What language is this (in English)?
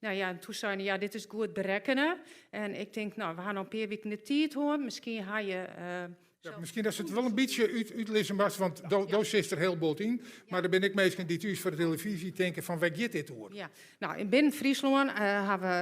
Western Frisian